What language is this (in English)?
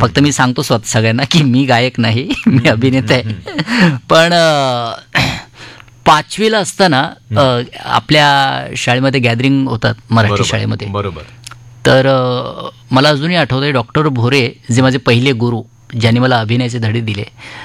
Marathi